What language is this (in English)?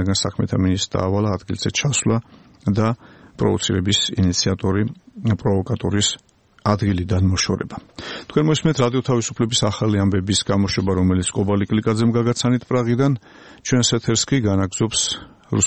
Georgian